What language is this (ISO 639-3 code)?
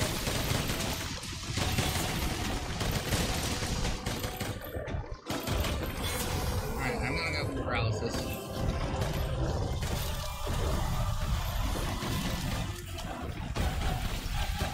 eng